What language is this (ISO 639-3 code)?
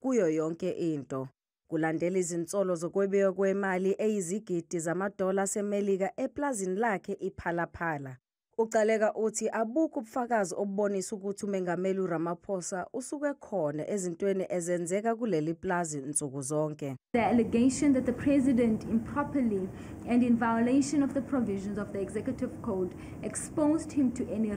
zul